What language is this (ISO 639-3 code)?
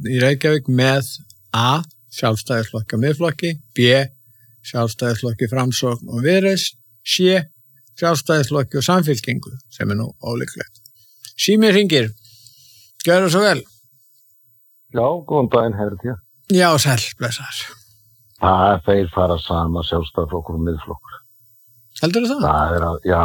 isl